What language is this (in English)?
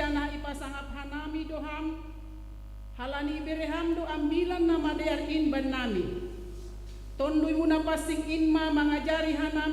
Batak Simalungun